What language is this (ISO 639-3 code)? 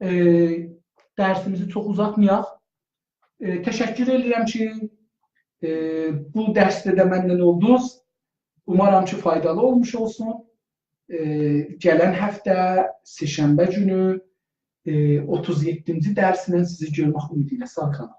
azb